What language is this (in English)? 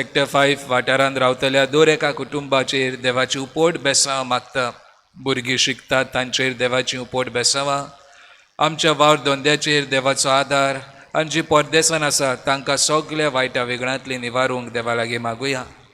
Konkani